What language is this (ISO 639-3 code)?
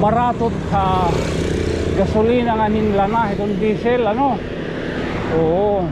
war